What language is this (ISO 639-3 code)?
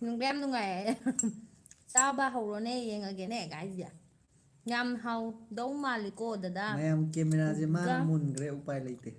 mni